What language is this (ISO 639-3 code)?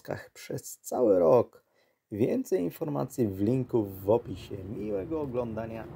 pol